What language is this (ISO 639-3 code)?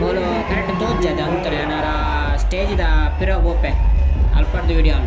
tcy